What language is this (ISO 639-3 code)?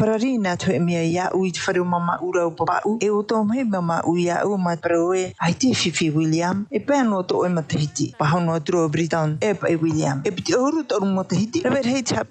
tah